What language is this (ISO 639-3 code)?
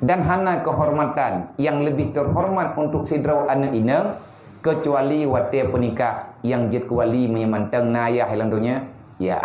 ace